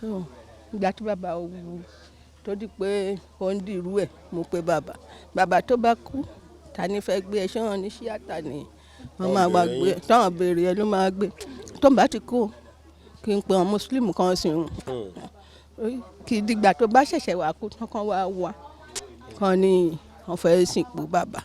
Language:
Yoruba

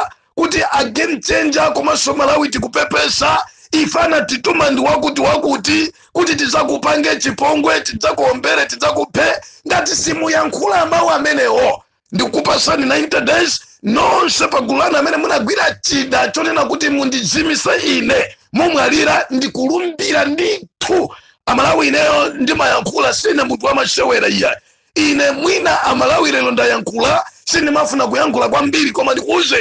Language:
Nyanja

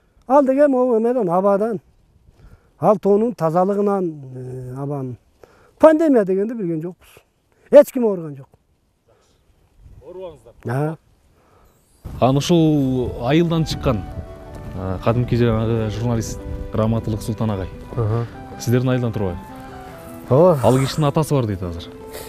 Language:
Kyrgyz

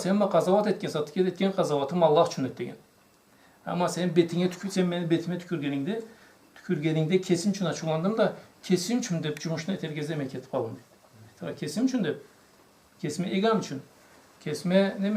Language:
Karachay-Balkar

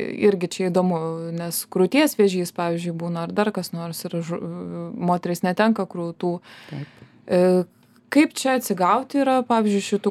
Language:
Lithuanian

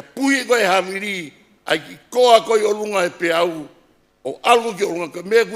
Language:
Tongan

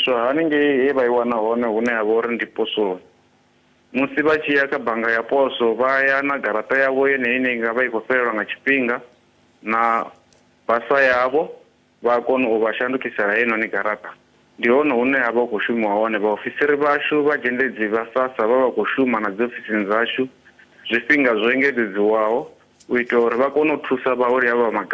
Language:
Venda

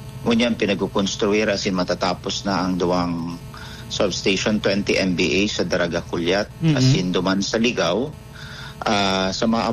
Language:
Bikol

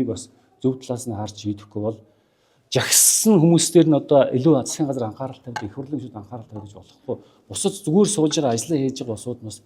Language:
Mongolian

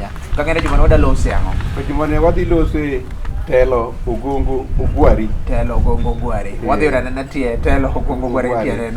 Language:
Luo (Kenya and Tanzania)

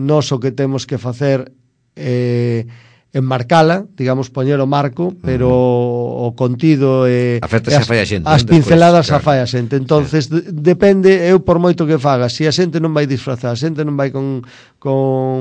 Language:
Galician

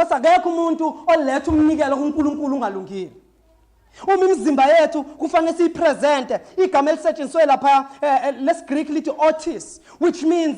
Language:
Zulu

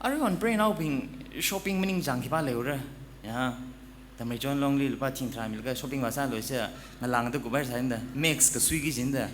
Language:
Tangkhul Naga (India)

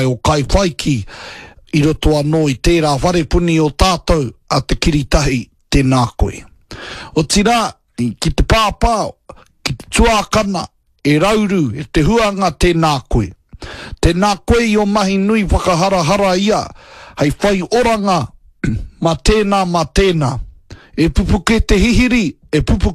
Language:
Māori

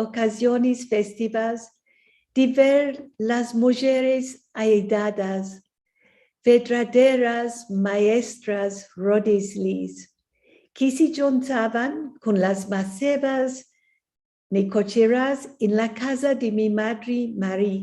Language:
Ladino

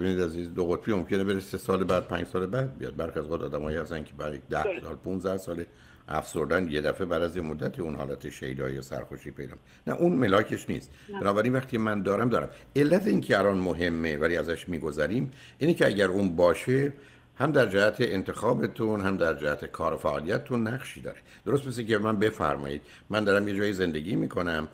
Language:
Persian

